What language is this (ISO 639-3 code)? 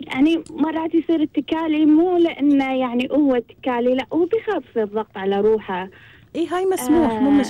afb